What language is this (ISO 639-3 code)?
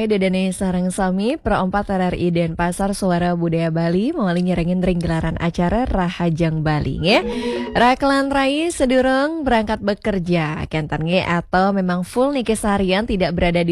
ban